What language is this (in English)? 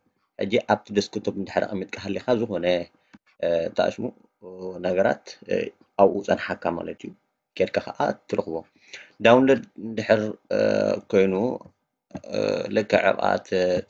Tigrinya